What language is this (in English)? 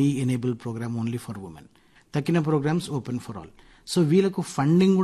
Telugu